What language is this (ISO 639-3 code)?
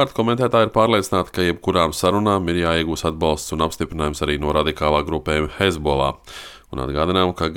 lav